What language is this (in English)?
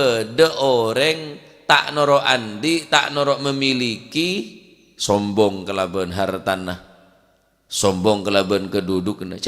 Madurese